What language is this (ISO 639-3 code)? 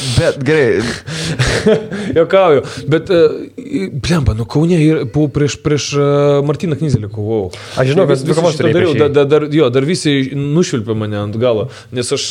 lit